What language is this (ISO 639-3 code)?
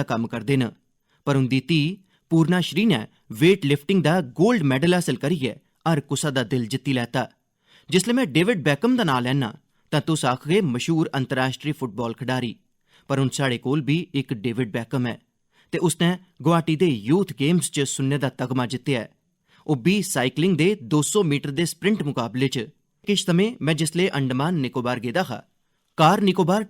doi